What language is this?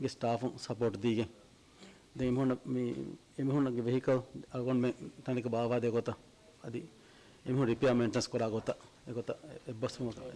Divehi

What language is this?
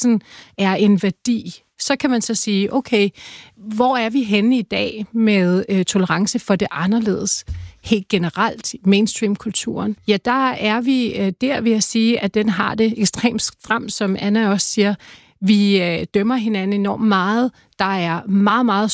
Danish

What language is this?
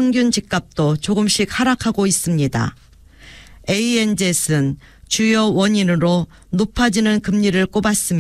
Korean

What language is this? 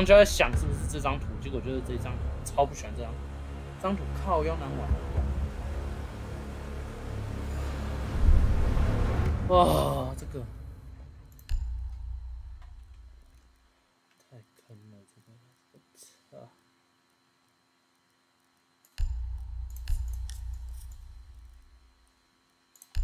Chinese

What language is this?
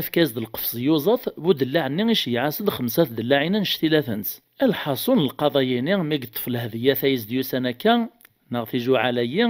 Kabyle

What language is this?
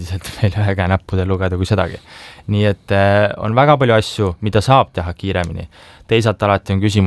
Estonian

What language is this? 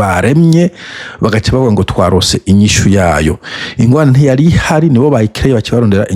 Rundi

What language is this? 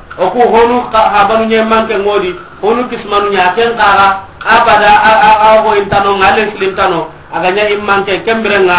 Soninke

